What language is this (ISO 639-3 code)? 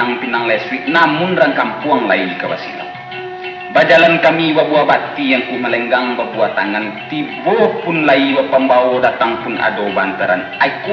min